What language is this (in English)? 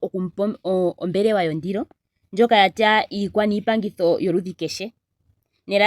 Ndonga